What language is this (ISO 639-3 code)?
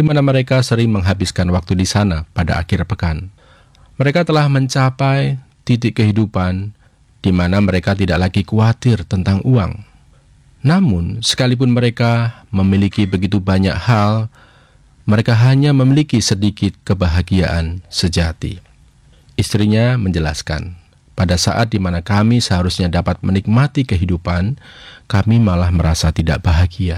ind